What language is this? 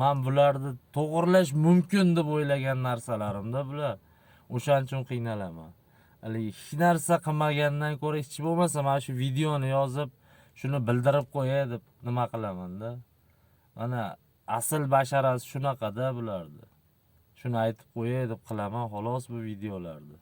Uzbek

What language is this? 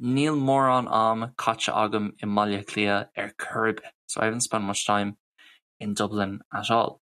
Irish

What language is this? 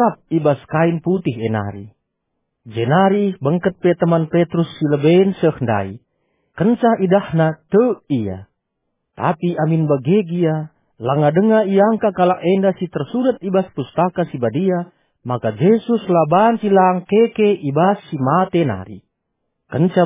Batak Karo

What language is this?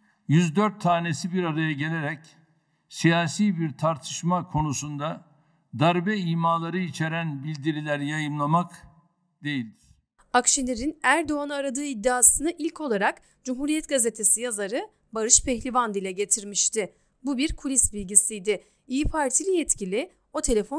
Turkish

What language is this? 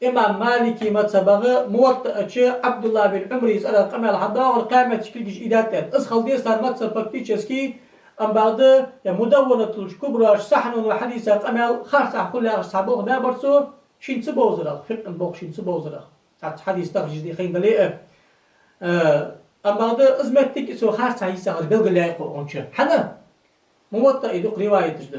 Ingush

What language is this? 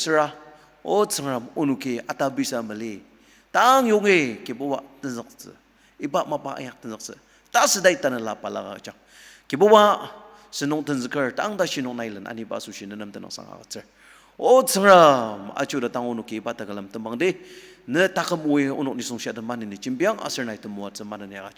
Ao Naga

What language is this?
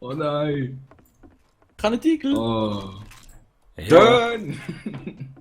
Swiss German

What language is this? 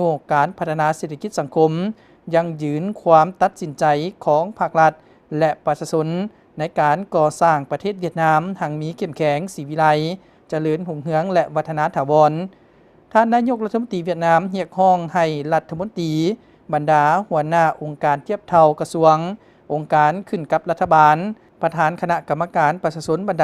Lao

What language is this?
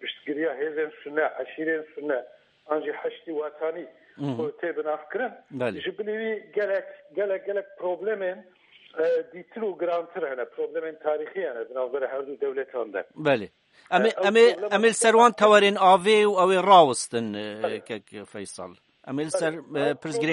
Kurdish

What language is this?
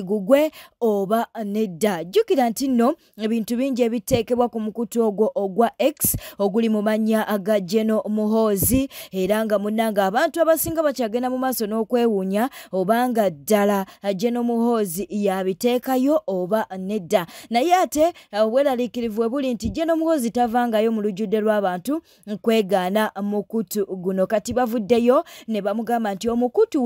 Ganda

